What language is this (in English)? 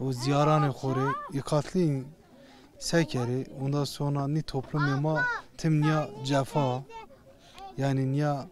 Zaza